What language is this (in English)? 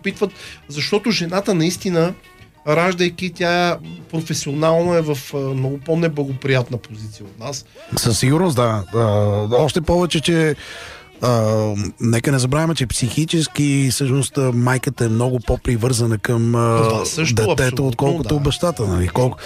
Bulgarian